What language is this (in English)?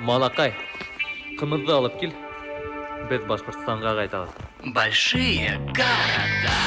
Bashkir